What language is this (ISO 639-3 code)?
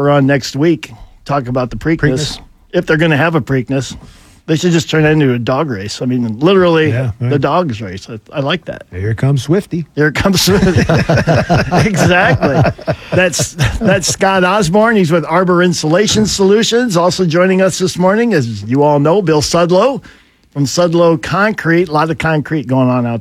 eng